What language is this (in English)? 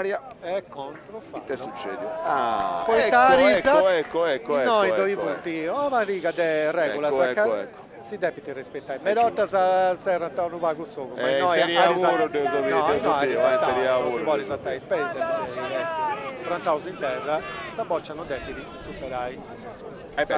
Sardinian